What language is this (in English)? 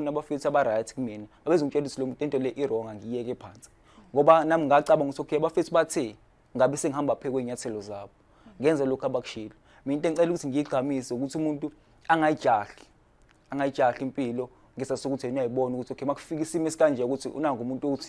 Zulu